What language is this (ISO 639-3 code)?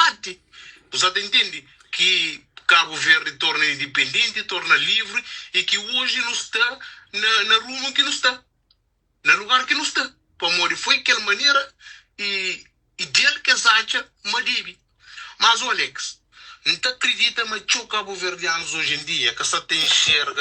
kea